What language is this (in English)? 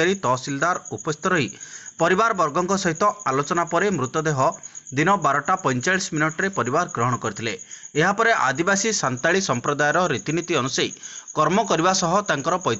Odia